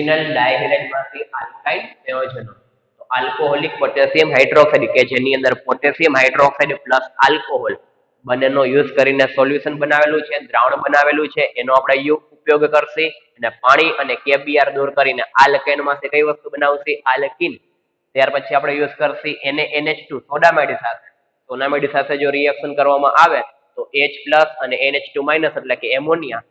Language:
Gujarati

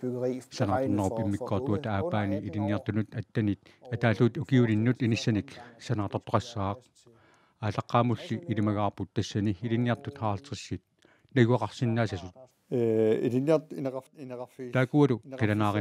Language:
Kalaallisut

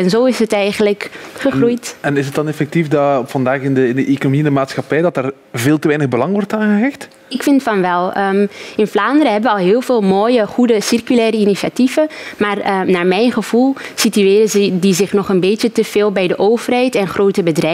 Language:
Dutch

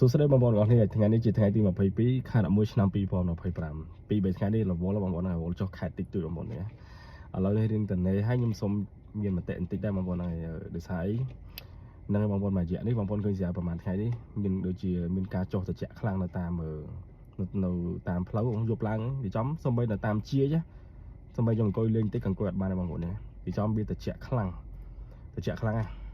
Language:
Khmer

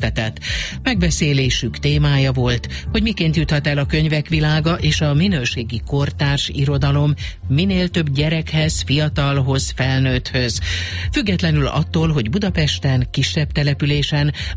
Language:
Hungarian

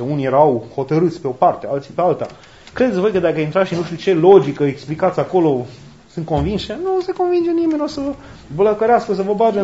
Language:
Romanian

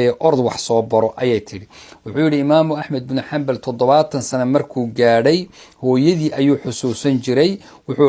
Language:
Somali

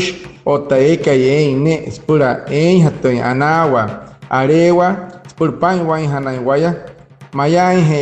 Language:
Wayuu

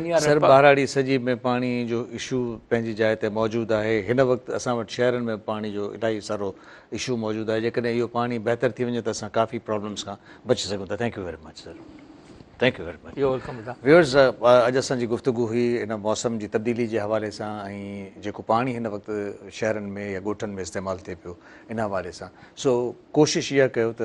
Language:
Sindhi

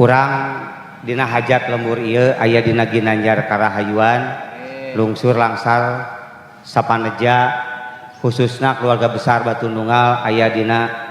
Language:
Sundanese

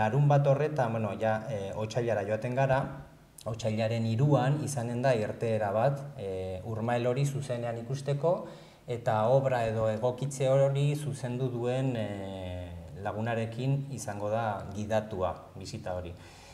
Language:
Basque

